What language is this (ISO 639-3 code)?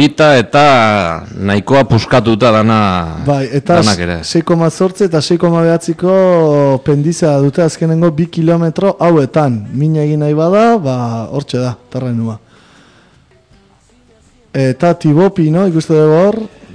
eus